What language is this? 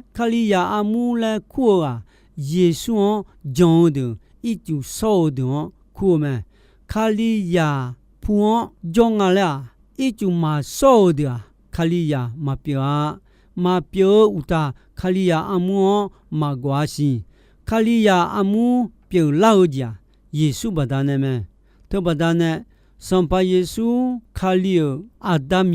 Akha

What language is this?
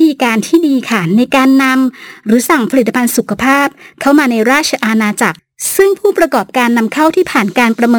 Thai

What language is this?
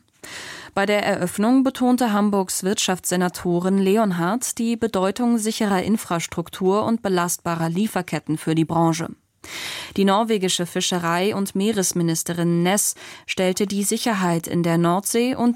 German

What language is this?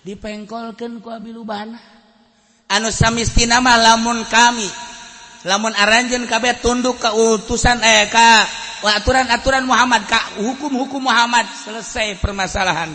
Sundanese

